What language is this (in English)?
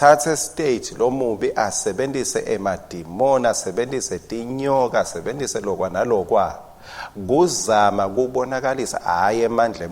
Swati